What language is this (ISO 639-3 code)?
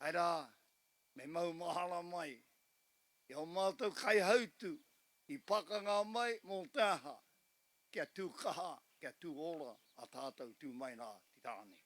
mri